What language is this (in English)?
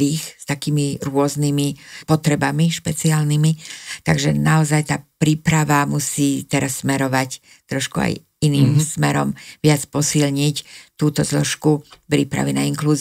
Slovak